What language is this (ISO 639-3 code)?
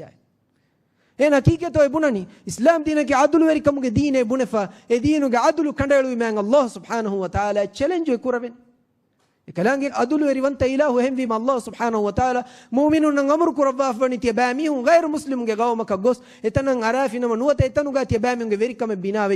div